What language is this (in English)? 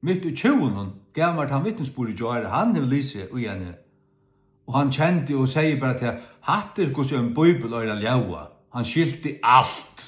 Faroese